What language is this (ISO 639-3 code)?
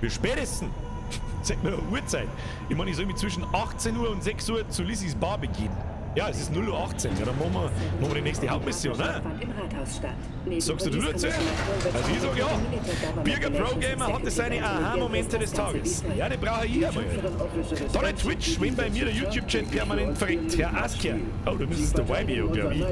bar